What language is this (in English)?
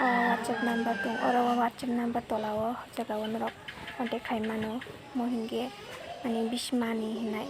Kok Borok